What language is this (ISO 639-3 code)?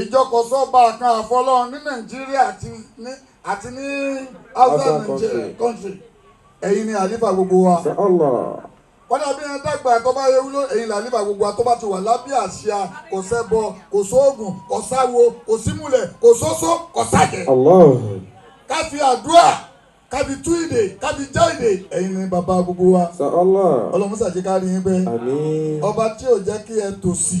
yor